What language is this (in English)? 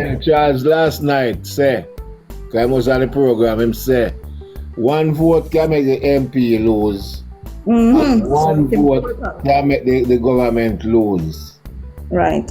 Jamaican Creole English